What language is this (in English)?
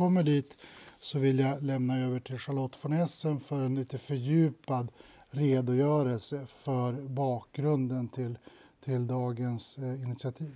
Swedish